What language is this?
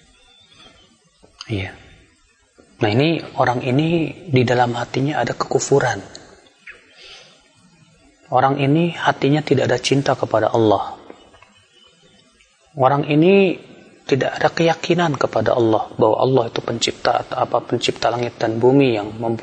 Indonesian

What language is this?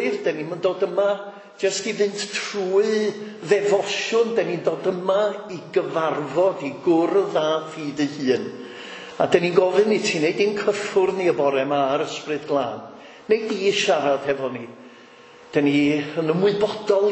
Welsh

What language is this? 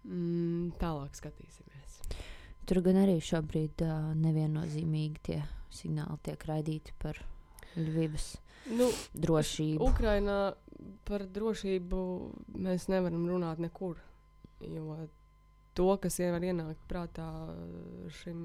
Latvian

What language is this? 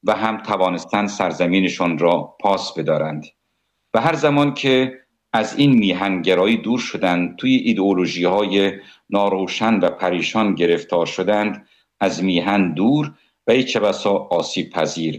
Persian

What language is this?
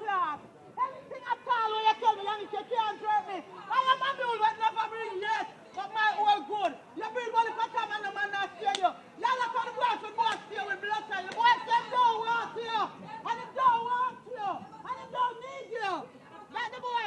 Jamaican Creole English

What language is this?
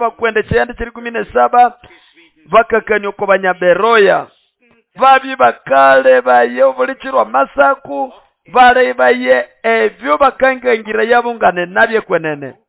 Nande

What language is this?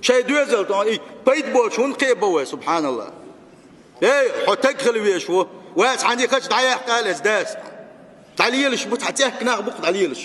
Chechen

